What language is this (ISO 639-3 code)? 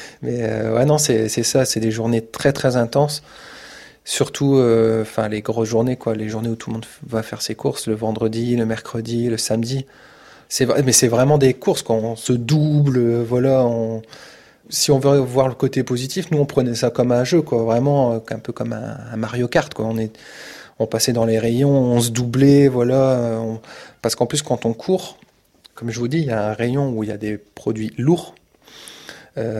fra